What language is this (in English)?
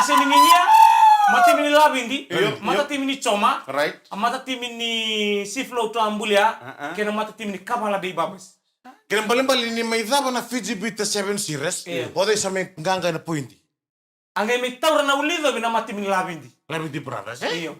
Fijian